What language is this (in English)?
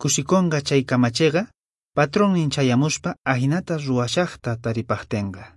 Quechua